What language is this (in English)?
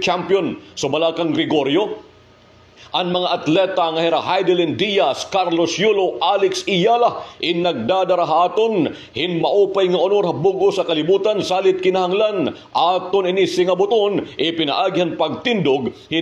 Waray